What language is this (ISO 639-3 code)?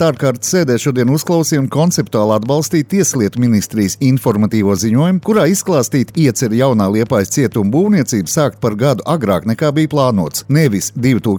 lav